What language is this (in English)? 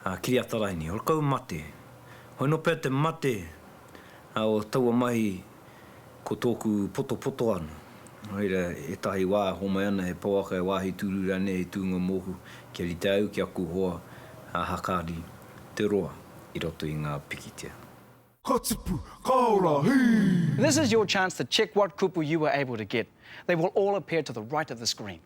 Māori